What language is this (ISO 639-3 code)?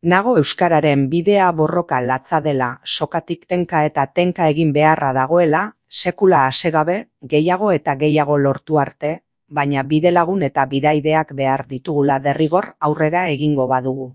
eus